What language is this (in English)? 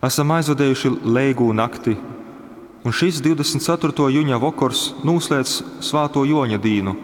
Latgalian